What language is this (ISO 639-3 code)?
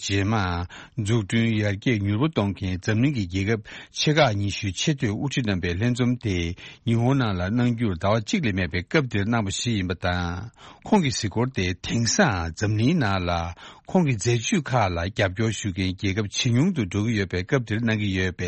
bod